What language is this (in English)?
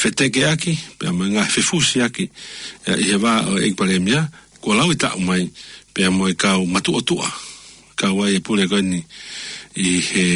Tongan